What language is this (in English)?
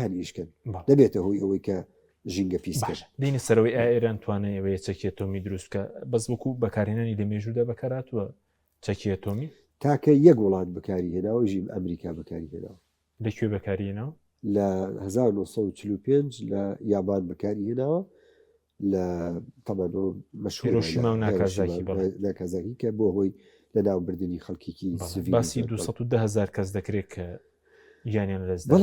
Central Kurdish